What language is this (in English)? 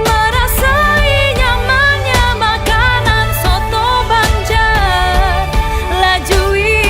Banjar